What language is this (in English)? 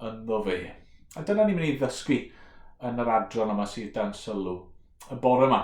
Welsh